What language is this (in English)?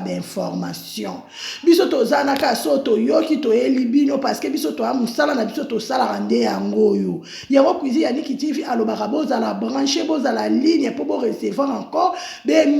Lingala